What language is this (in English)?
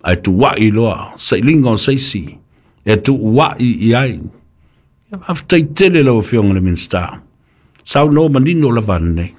Samoan